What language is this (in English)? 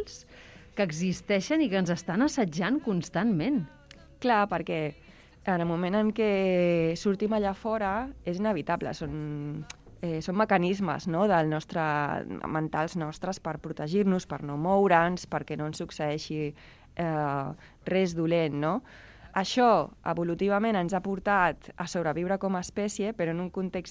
Catalan